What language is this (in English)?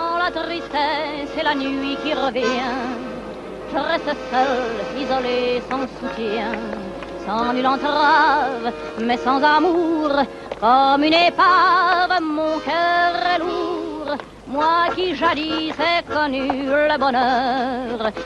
French